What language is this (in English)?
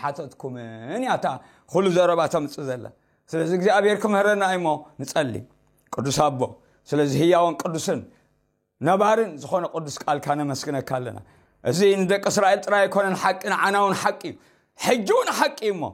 Tigrinya